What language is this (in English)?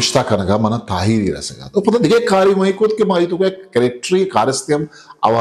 Eastern Balochi